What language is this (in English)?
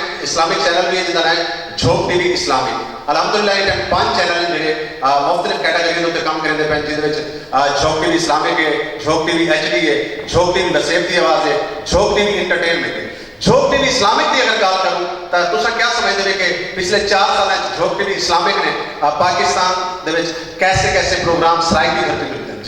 Saraiki